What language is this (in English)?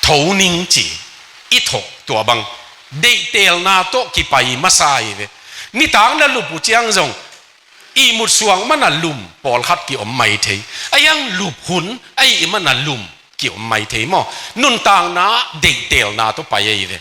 Tedim Chin